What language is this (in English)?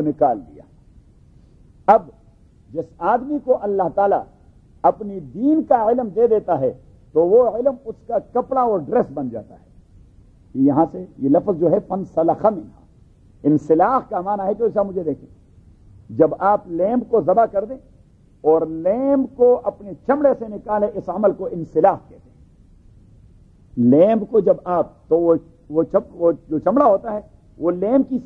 Urdu